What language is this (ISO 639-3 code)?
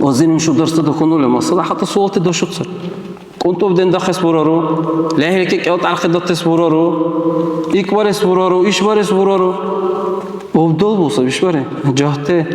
dar